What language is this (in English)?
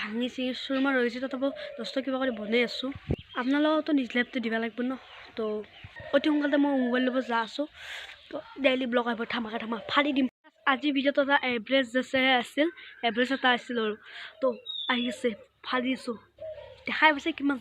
Assamese